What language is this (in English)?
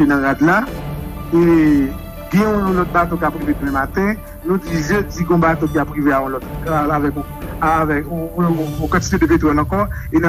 Haitian Creole